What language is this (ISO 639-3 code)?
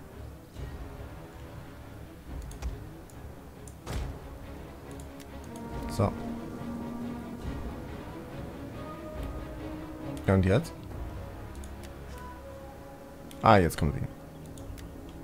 deu